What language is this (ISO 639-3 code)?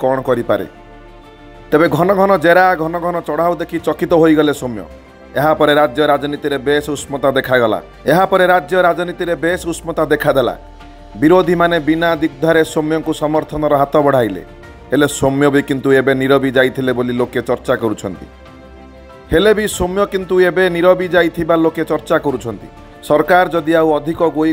ori